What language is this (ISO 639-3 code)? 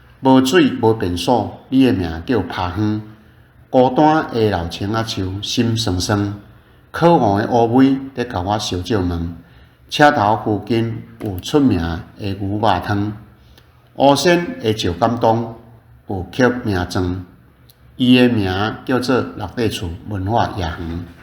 nan